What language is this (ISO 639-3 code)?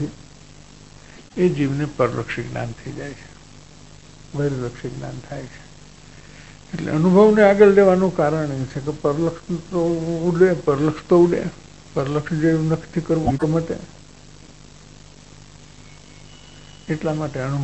guj